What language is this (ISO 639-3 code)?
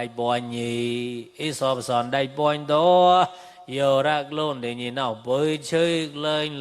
mnw